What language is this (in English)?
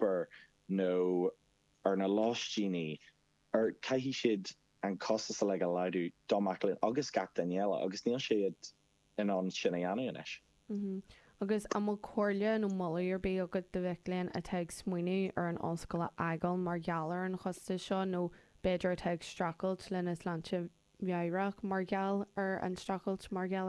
Irish